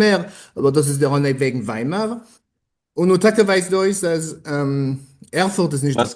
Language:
Yiddish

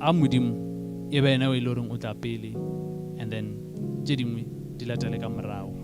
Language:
Northern Sotho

